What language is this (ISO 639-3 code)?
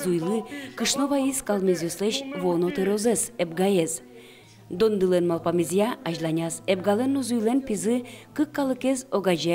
udm